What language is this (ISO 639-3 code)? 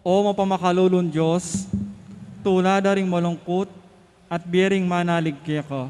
pam